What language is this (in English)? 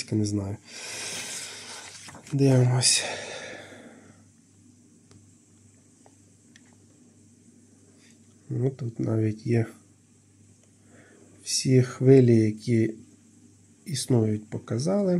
Ukrainian